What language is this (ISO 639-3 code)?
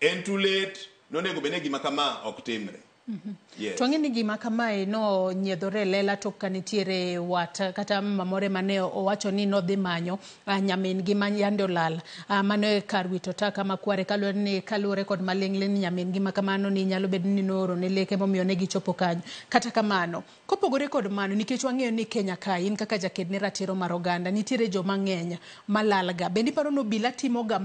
luo